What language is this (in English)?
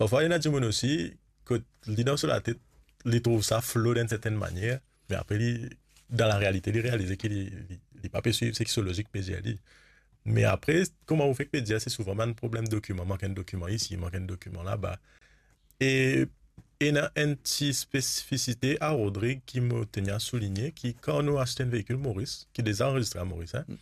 Morisyen